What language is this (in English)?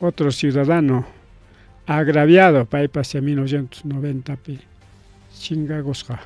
Ayacucho Quechua